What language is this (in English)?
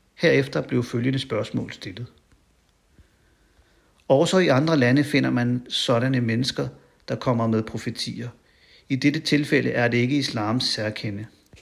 Danish